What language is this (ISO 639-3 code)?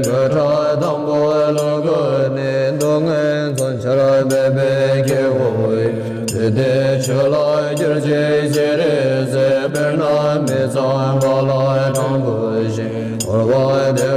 bod